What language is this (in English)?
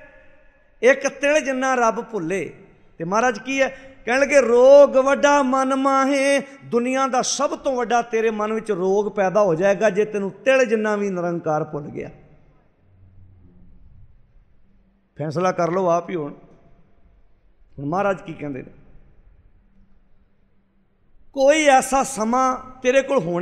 Punjabi